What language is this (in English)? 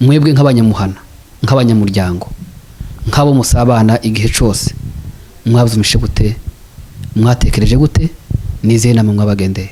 Kinyarwanda